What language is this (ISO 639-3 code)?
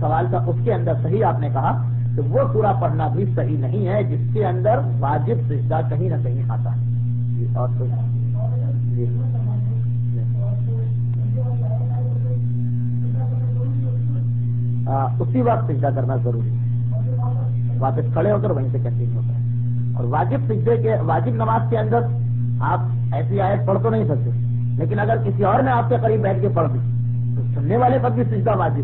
urd